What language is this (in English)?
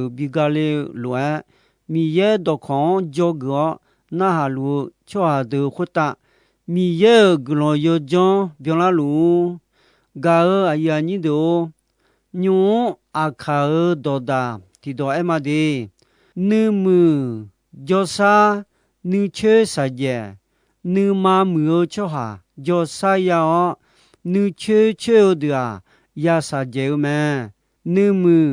Akha